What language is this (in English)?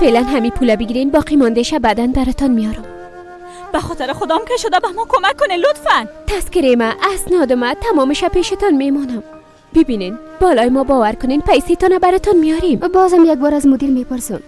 Persian